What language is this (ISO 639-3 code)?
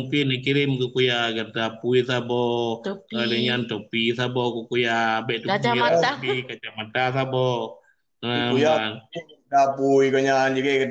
ace